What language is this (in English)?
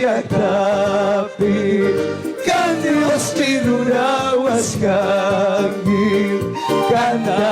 Quechua